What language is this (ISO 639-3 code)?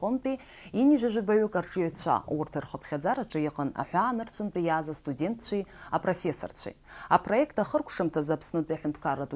abk